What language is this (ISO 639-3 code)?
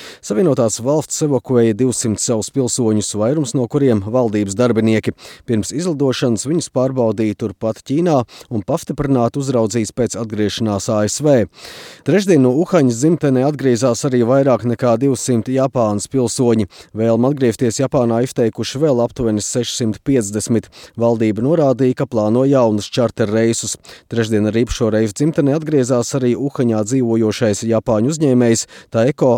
lav